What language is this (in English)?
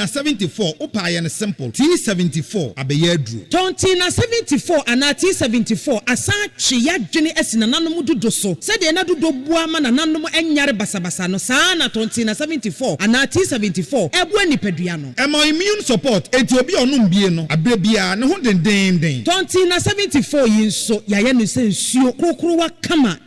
Akan